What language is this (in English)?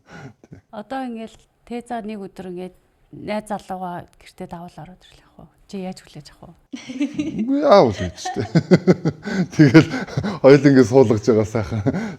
Mongolian